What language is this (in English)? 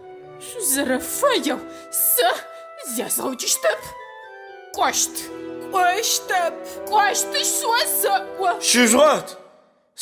Adyghe